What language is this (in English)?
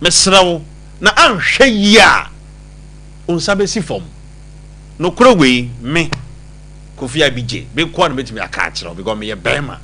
Akan